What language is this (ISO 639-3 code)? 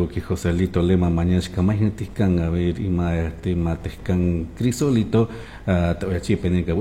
qug